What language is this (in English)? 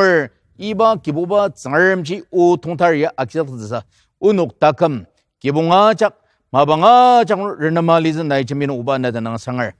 Ao Naga